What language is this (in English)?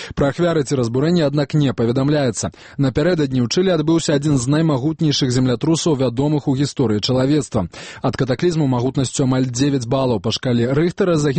Belarusian